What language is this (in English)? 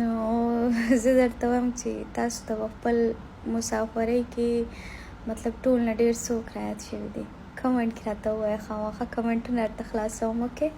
Pashto